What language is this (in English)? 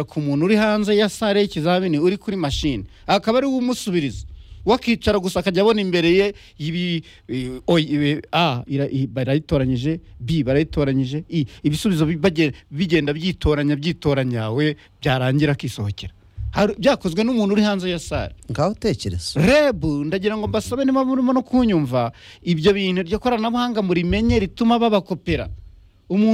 Kinyarwanda